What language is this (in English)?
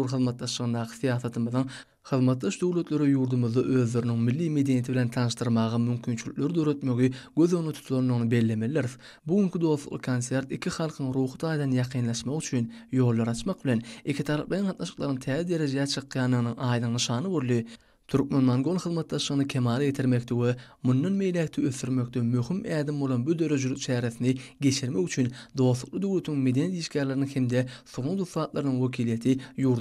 Turkmen